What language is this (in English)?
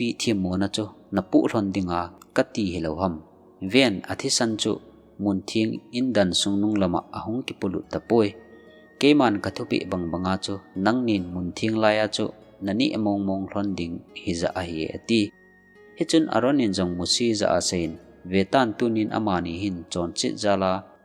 Thado Chin